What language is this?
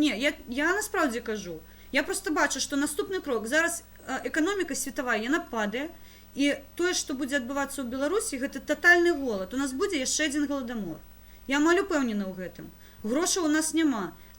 Belarusian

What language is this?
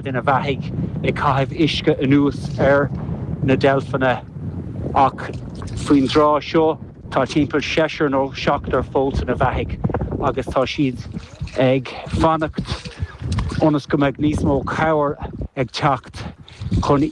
Irish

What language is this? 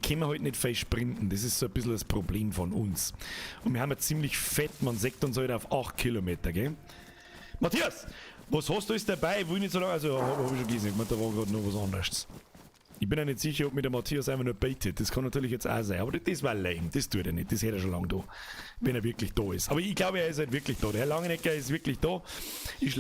Bavarian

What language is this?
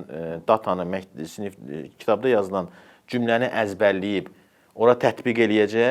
Azerbaijani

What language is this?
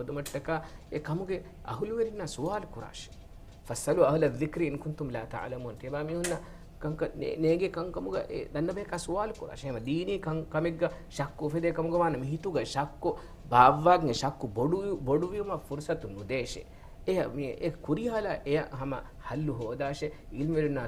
Divehi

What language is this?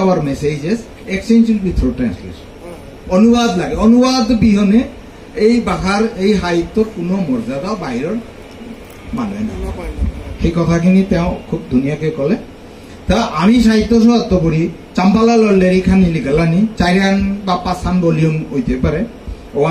Bishnupriya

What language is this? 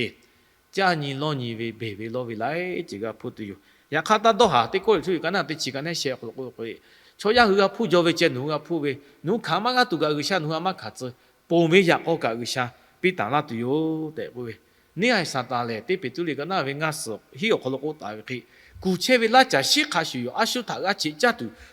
Lahu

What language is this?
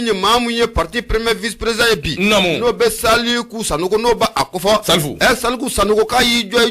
Bambara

